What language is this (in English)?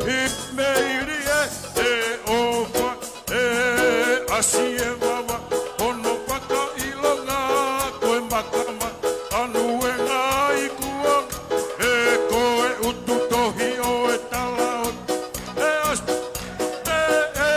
Tongan